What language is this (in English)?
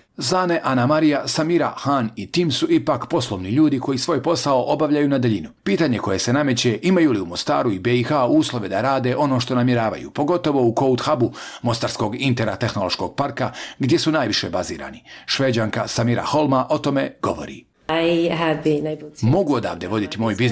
Bosnian